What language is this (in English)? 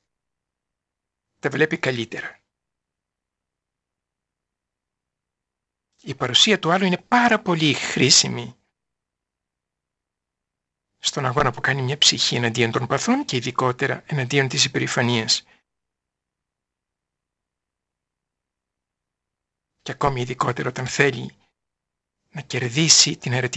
Greek